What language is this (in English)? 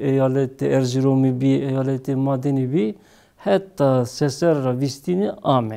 Zaza